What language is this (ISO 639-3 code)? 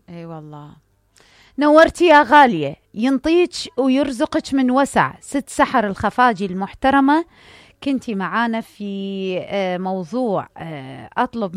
acm